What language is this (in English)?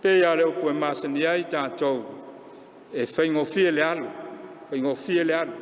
Samoan